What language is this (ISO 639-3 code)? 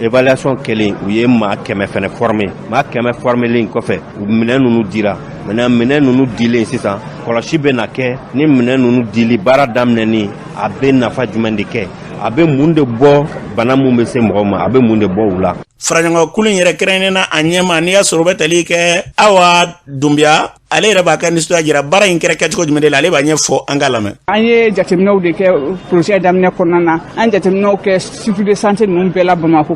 bam